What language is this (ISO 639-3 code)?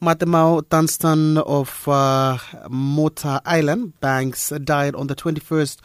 bis